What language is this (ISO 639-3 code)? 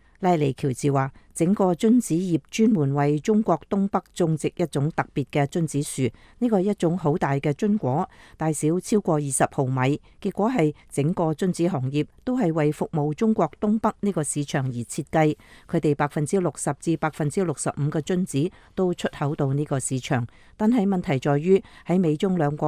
yue